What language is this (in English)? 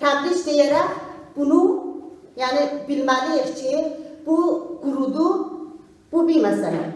South Azerbaijani